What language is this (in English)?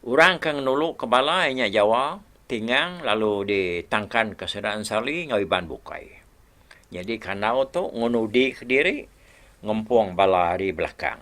Iban